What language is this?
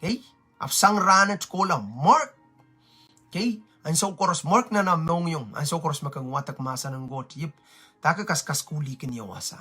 Pohnpeian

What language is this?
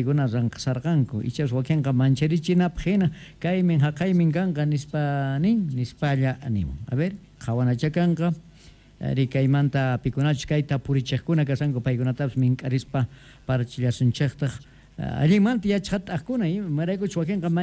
Quechua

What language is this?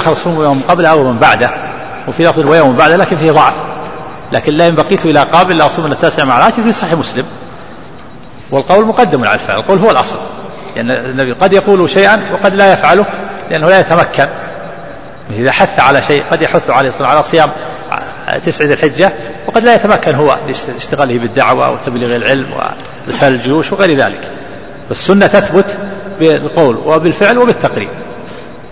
Arabic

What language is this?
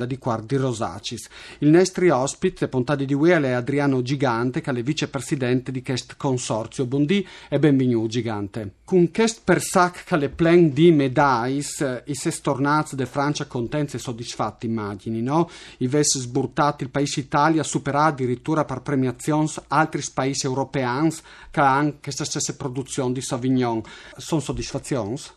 Friulian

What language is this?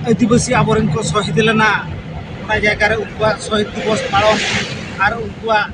Santali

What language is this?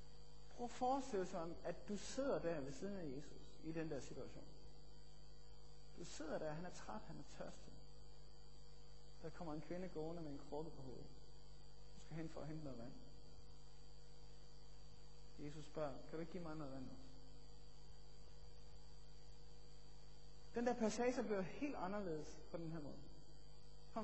Danish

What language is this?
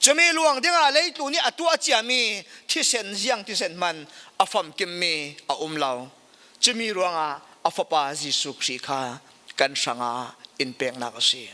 Falam Chin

